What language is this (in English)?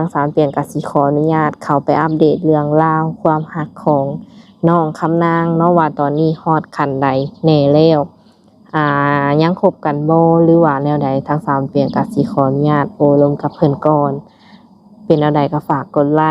Lao